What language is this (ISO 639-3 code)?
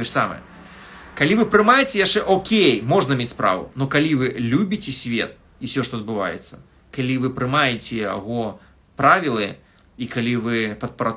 bel